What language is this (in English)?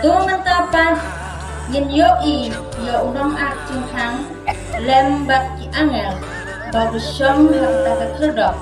Khasi